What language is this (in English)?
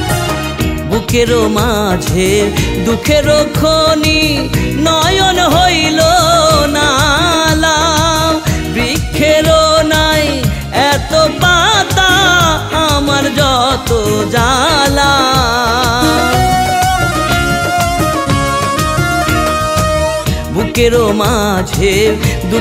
Bangla